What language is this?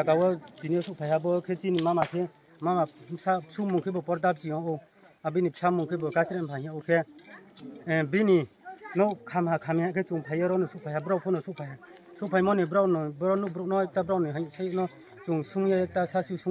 Riang (India)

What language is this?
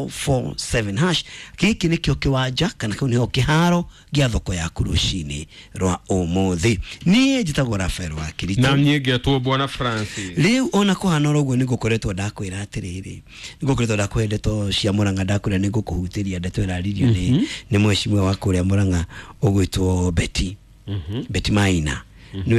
Kikuyu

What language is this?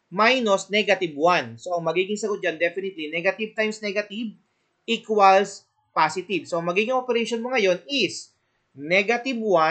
Filipino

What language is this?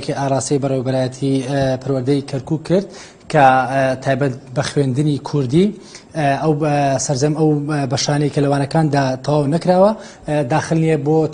Central Kurdish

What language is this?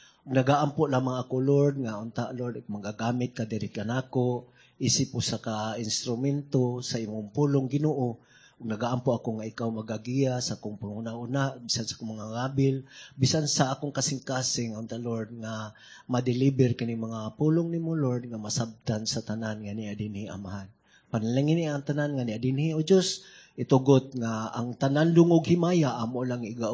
Cebuano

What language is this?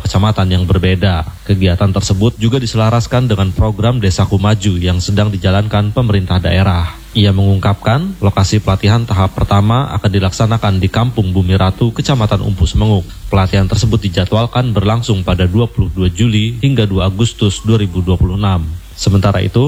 Indonesian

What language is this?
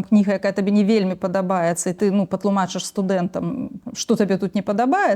Belarusian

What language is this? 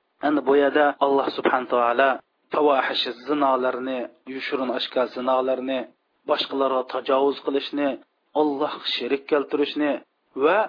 Uyghur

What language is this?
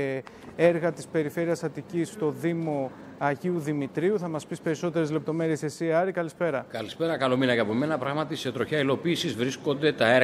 Greek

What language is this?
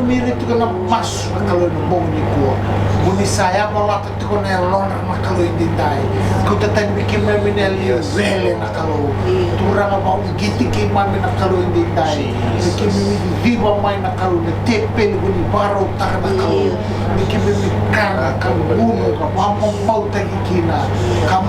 Fijian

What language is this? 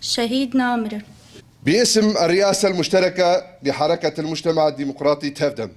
North Levantine Arabic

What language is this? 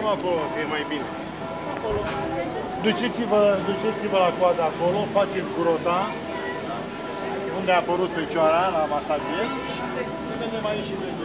Romanian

